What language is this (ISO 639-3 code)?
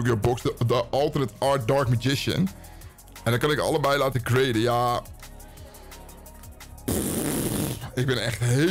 nld